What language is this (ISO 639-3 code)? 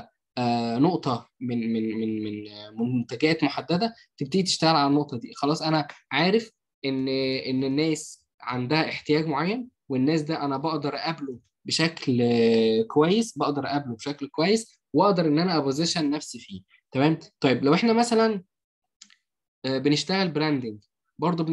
arz